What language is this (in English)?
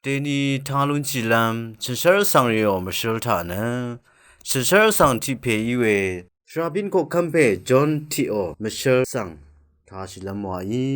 Rawang